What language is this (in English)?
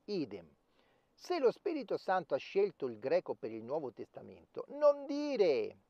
Italian